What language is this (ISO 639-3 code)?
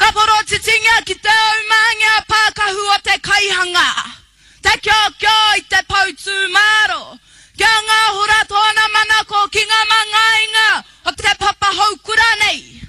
mri